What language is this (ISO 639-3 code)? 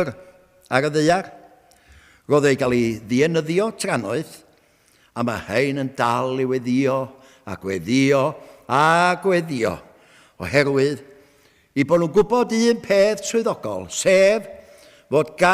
cym